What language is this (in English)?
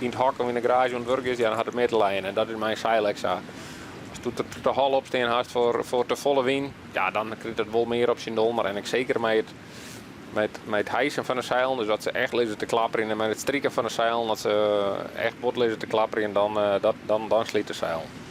Western Frisian